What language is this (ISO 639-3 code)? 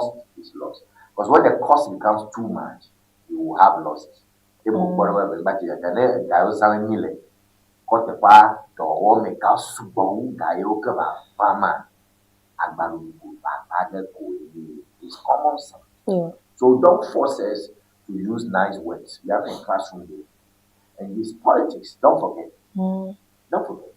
ewe